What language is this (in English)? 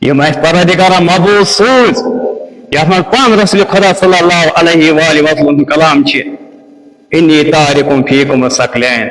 Kashmiri